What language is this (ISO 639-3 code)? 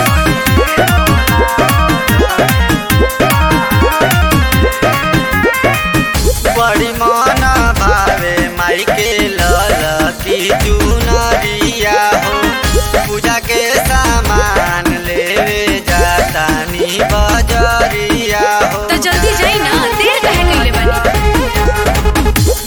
bho